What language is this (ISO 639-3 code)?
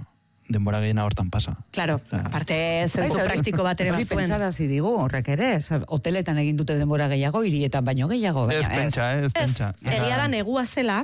eus